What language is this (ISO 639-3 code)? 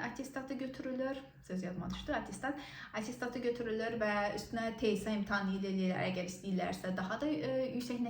aze